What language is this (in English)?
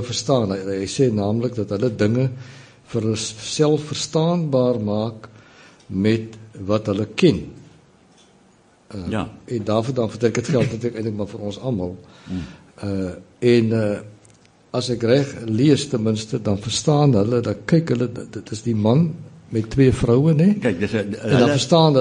Afrikaans